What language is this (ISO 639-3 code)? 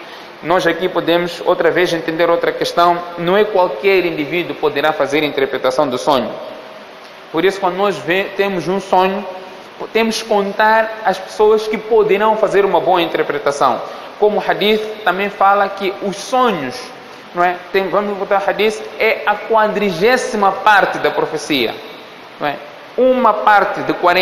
por